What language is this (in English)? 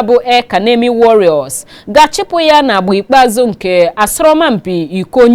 Igbo